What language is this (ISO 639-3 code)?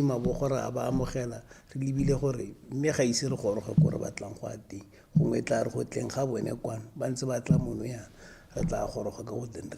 tsn